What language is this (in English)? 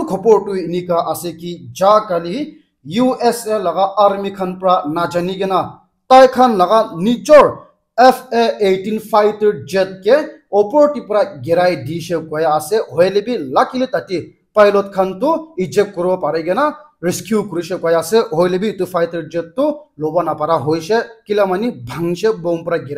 Naga Pidgin